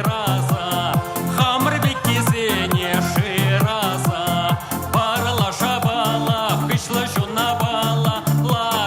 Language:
Chuvash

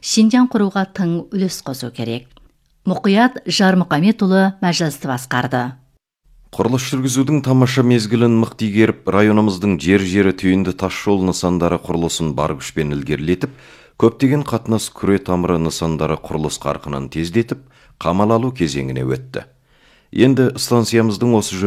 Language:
Kazakh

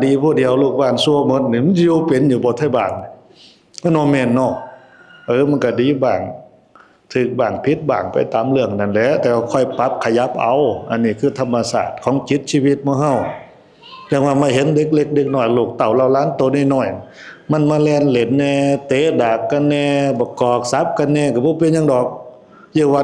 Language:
Northeastern Thai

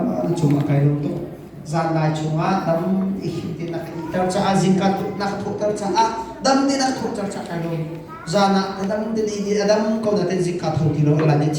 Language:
Hakha Chin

